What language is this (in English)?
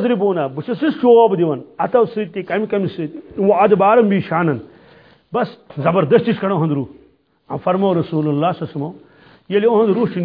Kashmiri